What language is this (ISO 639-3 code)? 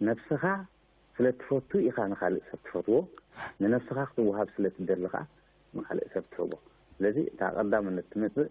tir